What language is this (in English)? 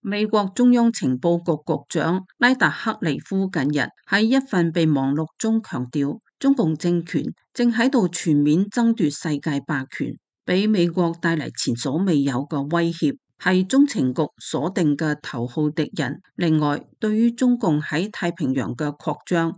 Cantonese